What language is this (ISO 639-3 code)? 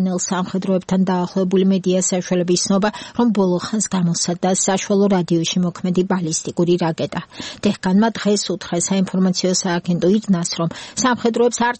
kat